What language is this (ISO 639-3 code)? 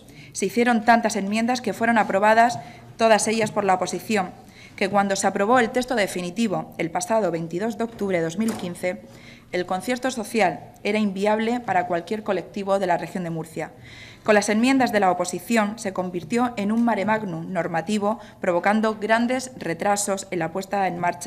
spa